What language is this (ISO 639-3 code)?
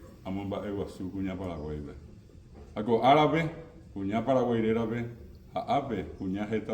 grn